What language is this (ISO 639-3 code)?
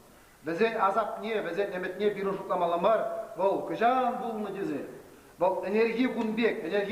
chv